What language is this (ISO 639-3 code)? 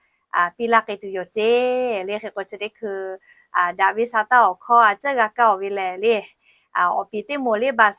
lhu